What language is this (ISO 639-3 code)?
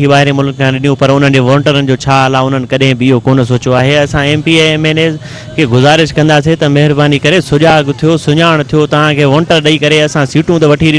snd